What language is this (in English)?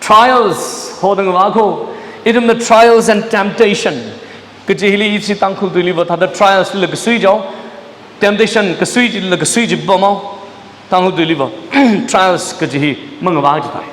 Tangkhul Naga (India)